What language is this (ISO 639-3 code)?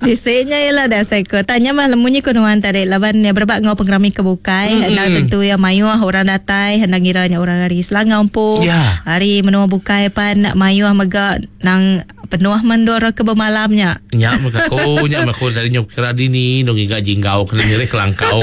iba